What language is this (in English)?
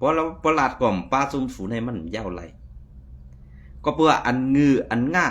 Shan